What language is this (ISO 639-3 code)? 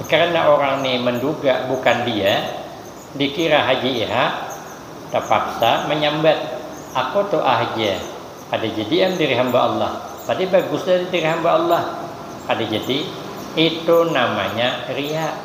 bjn